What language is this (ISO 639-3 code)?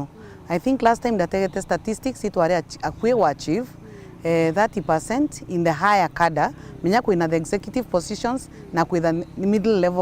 mer